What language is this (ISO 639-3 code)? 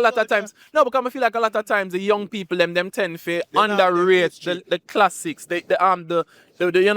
jam